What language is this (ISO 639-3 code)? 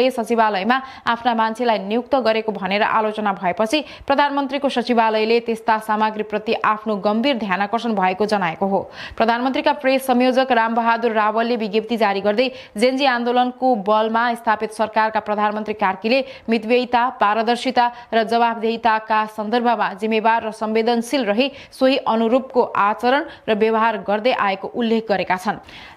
nep